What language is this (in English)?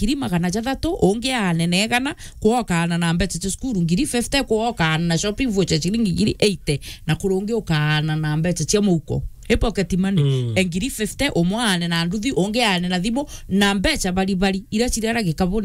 Meru